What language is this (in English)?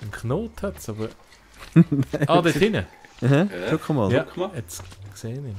Swiss German